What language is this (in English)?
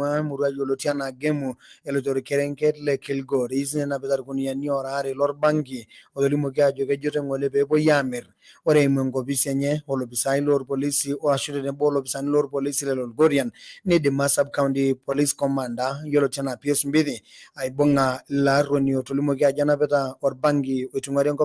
Masai